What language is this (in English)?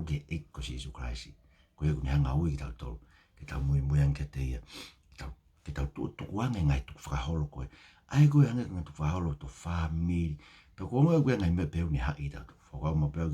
Tongan